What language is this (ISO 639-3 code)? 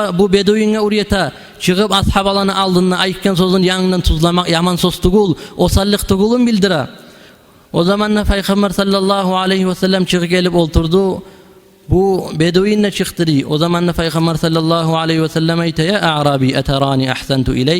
kum